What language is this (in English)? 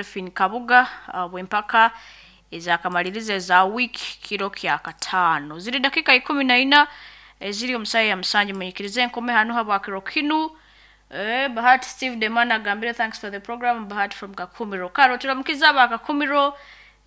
Nyoro